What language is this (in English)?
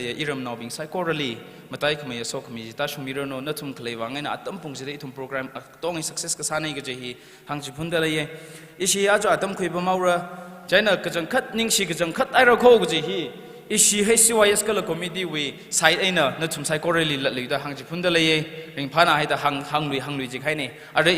Tangkhul Naga (India)